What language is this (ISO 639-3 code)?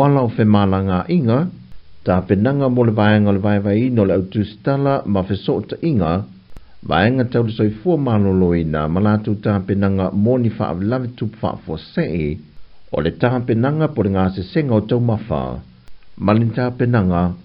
smo